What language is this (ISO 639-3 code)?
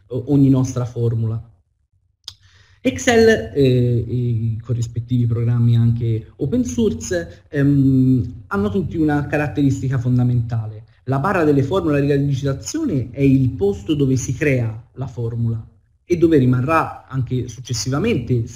ita